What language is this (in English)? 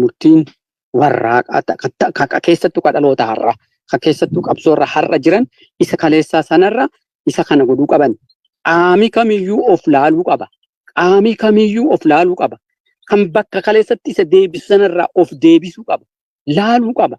Oromo